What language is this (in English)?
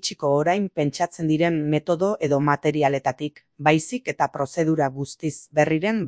Basque